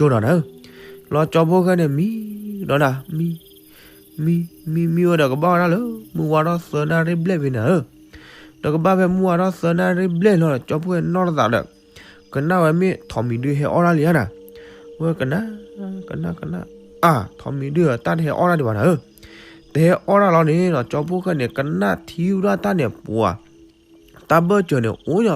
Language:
S'gaw Karen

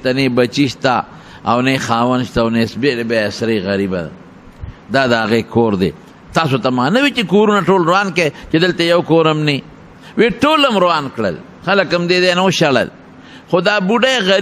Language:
Pashto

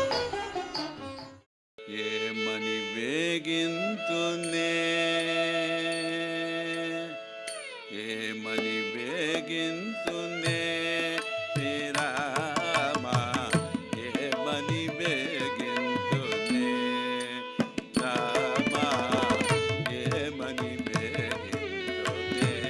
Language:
Telugu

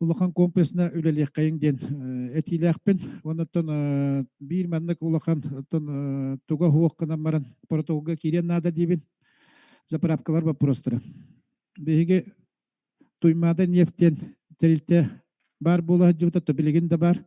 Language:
Yakut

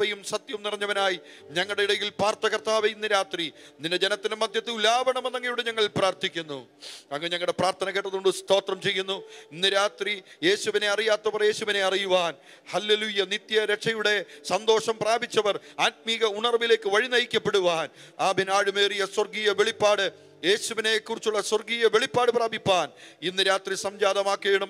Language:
Malayalam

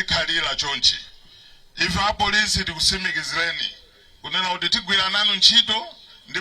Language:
Nyanja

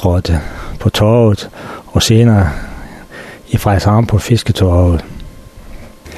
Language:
Danish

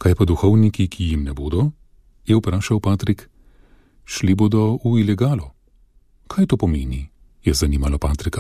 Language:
Slovenian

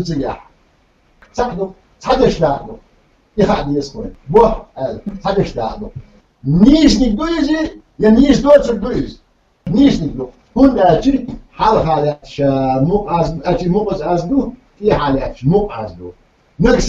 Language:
Chechen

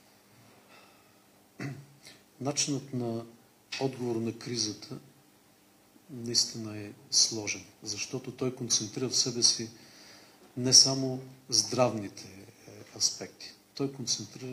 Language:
Bulgarian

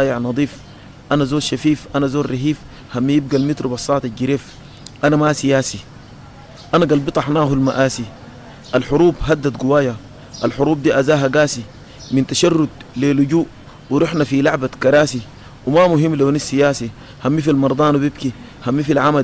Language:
Sudanese Arabic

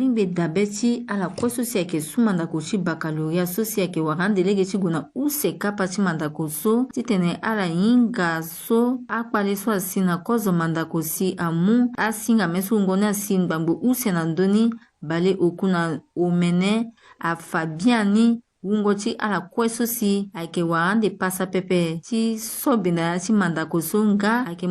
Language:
Sango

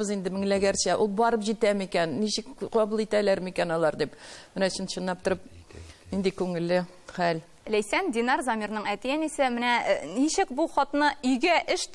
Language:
Tatar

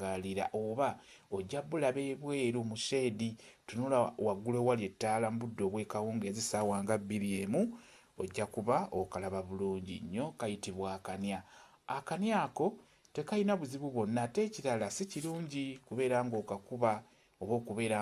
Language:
Ganda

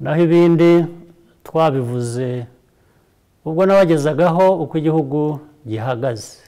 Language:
Kinyarwanda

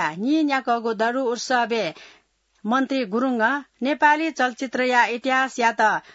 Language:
Newari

